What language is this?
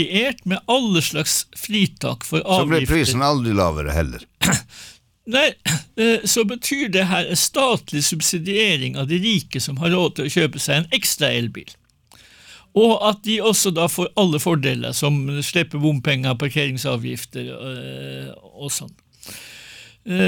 Norwegian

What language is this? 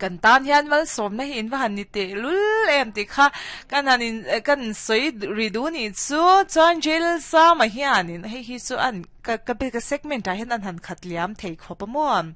Mizo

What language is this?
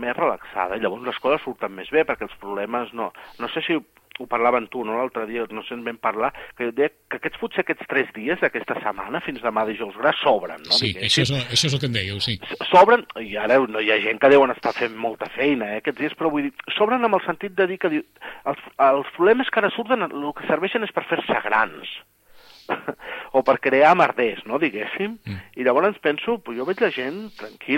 Catalan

